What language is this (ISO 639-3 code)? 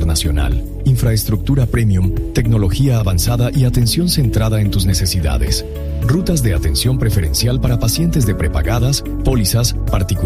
spa